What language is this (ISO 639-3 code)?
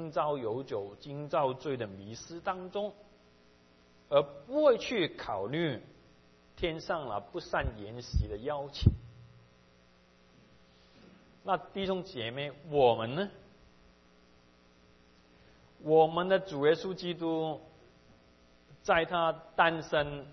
zho